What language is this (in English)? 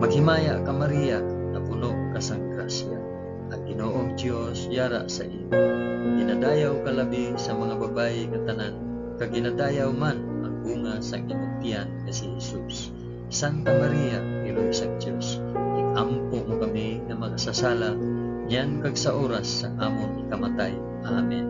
Hiligaynon